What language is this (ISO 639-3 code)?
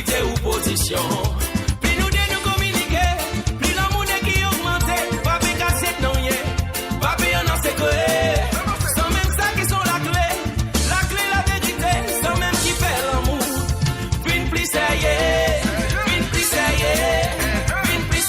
mfe